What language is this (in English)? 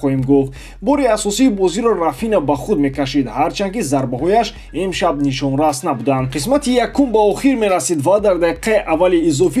Tajik